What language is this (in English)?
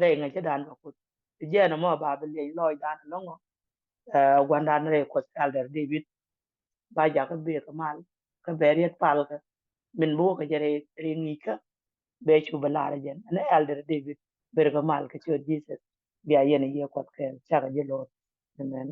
Nuer